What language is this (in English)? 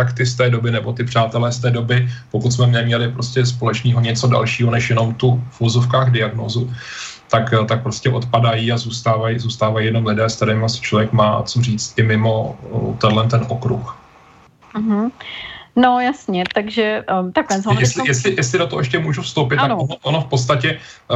Czech